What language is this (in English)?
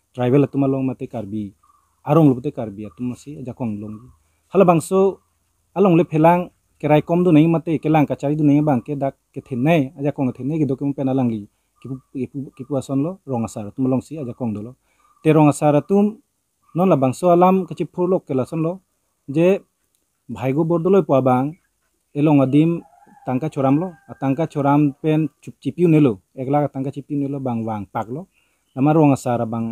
Karbi